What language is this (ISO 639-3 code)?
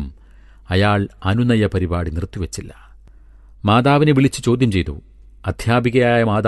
mal